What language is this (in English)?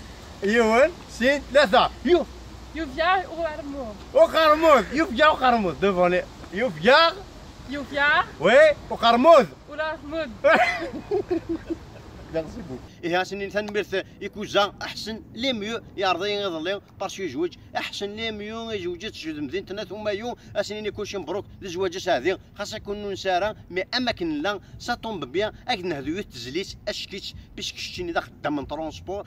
Kabyle